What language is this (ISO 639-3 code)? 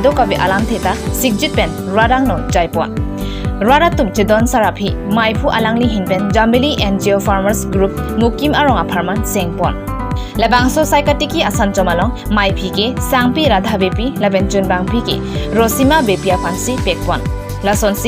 mjw